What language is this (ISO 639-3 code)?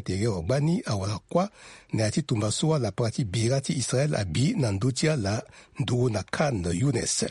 sag